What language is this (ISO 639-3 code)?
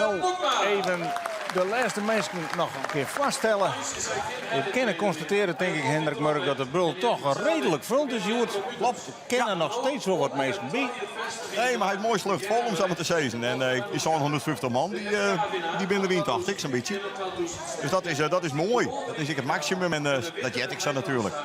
fry